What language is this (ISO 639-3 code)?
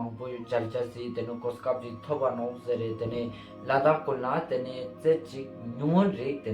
lbj